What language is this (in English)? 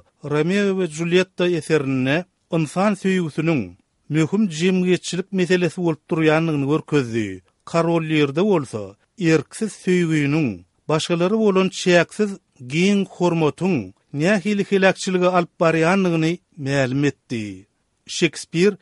Turkmen